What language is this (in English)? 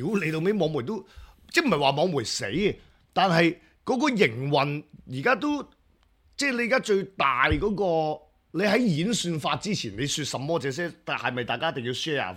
Cantonese